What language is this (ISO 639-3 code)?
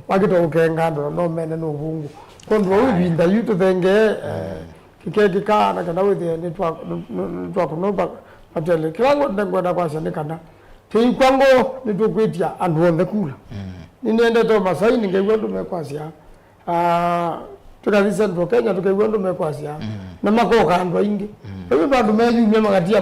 kam